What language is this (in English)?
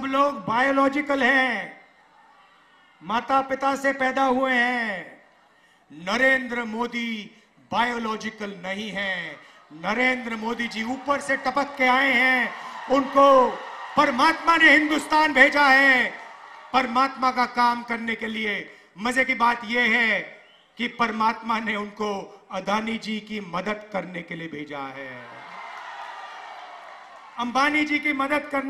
Hindi